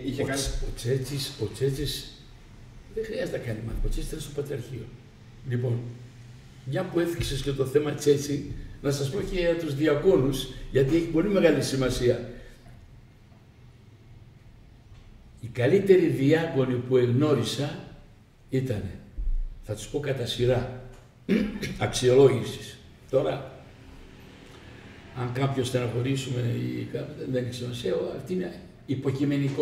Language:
Greek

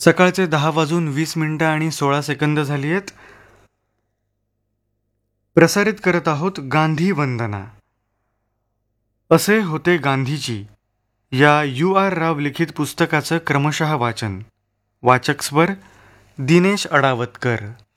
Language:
Marathi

